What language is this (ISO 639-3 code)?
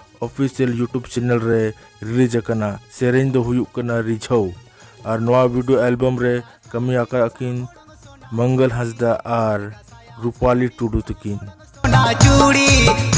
sat